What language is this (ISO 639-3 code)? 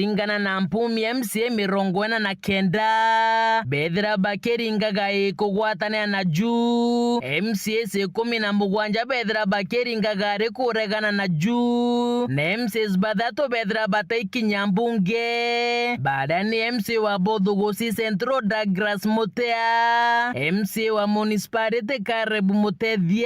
mer